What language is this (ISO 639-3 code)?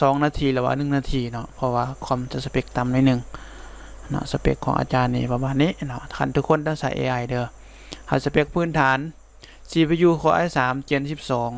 lao